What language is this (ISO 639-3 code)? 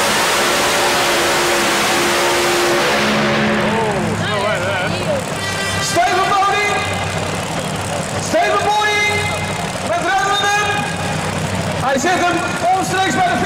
nld